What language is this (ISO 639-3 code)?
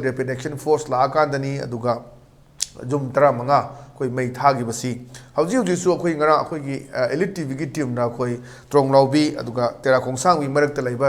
mni